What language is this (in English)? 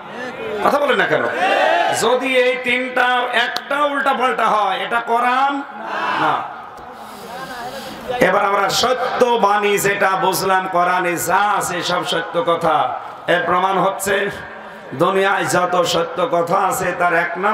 Bangla